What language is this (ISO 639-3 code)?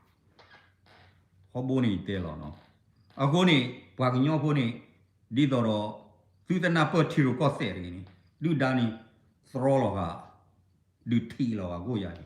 ksw